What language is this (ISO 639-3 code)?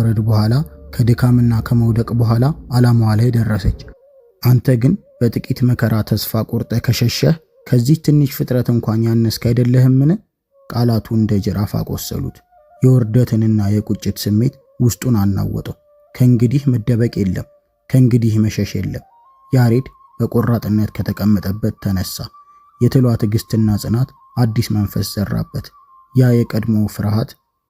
amh